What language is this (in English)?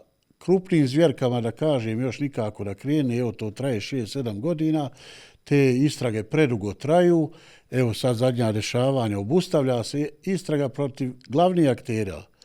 Bosnian